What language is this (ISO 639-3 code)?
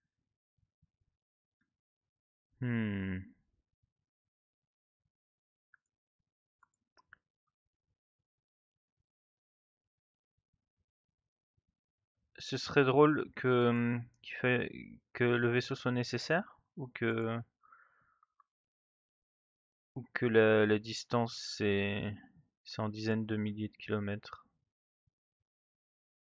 fra